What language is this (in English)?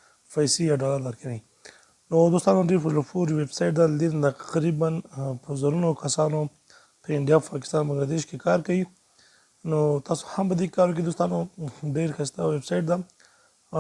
Pashto